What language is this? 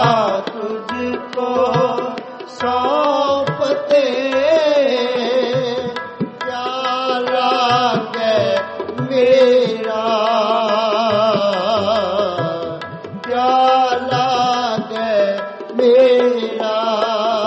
Punjabi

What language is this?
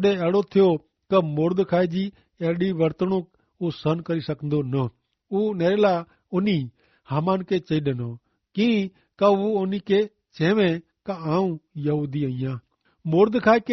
Kachhi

